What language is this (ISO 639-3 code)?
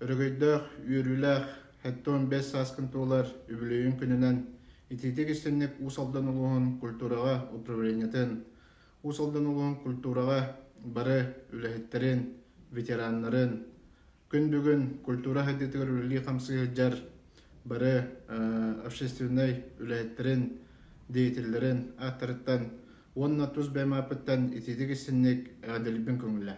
sah